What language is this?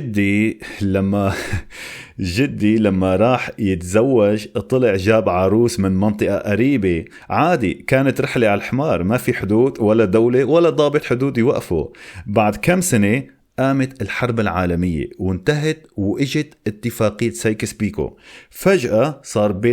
North Levantine Arabic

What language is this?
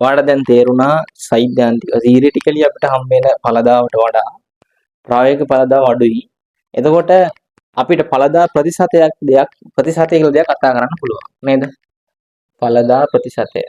Sinhala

